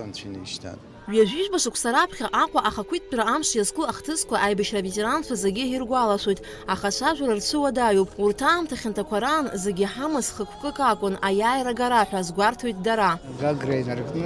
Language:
Abkhazian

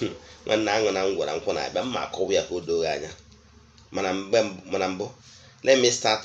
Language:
Igbo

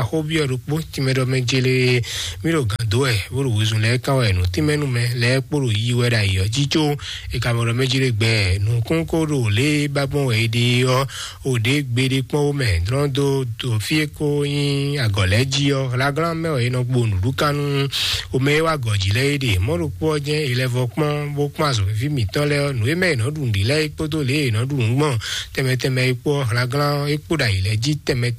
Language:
Fon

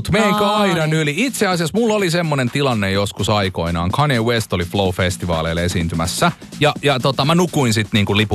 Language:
Finnish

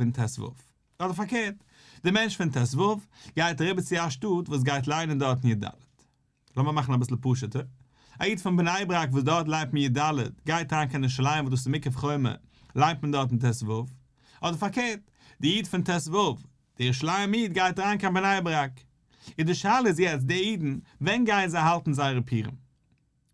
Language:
Yiddish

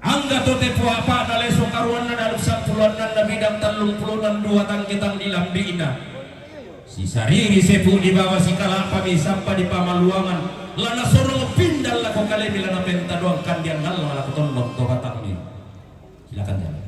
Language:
Toraja-Sa'dan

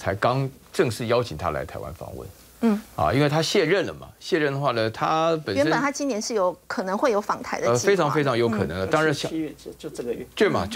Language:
Chinese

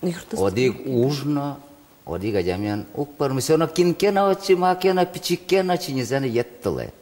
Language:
Udmurt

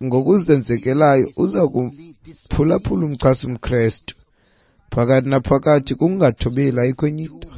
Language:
Xhosa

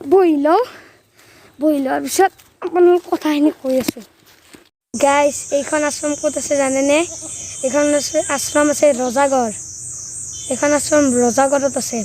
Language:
Assamese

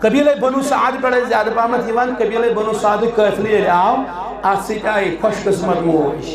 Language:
Kashmiri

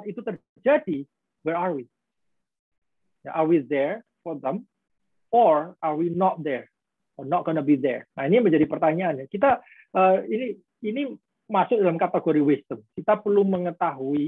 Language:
Indonesian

